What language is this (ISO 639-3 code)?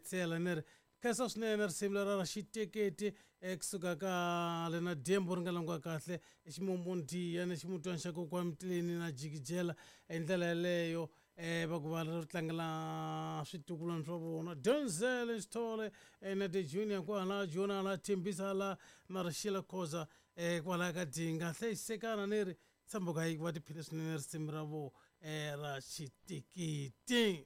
tso